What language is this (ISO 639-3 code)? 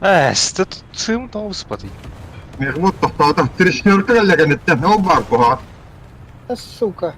sah